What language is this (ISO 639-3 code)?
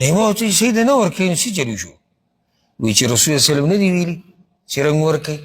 pus